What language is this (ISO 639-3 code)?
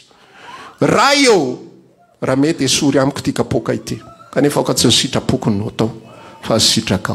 mlg